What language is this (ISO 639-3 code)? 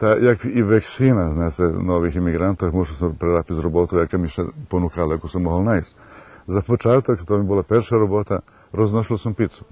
rue